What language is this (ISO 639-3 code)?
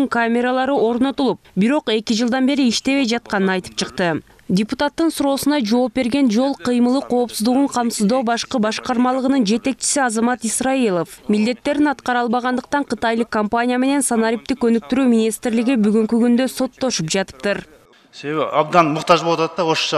kir